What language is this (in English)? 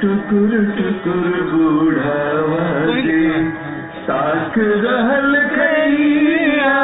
Magahi